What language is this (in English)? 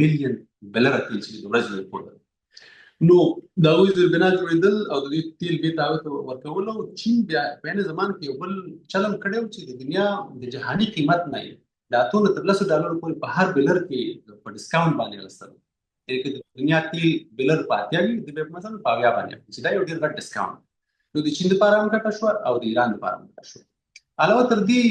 Pashto